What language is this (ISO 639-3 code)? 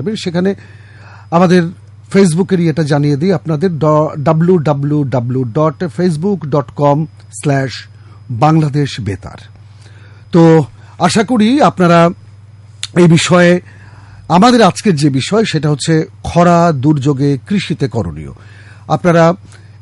ben